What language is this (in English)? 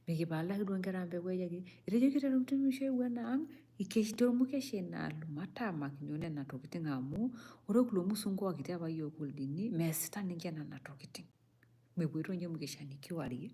Masai